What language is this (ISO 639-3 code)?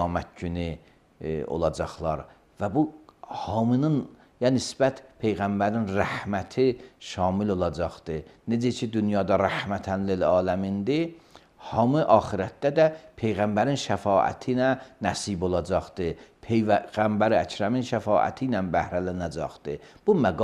aze